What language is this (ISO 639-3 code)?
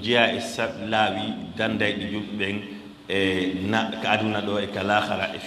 ful